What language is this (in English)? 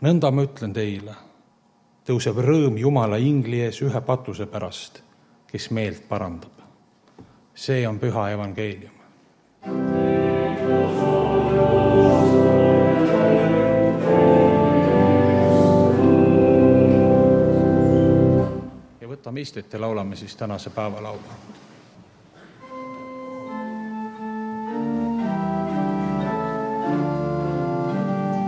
Estonian